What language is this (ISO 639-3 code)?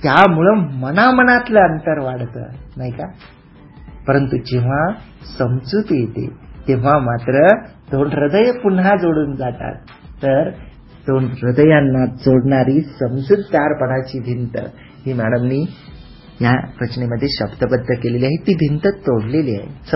mar